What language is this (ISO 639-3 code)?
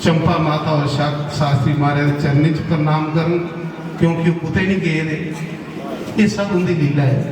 doi